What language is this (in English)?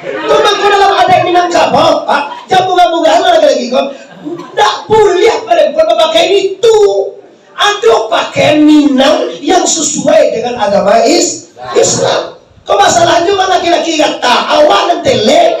Minangkabau